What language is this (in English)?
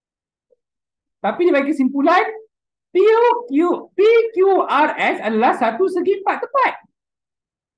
Malay